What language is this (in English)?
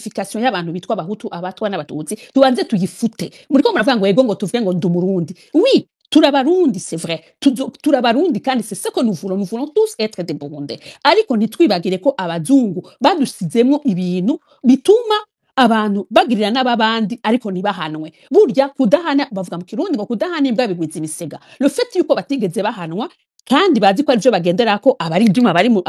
Rundi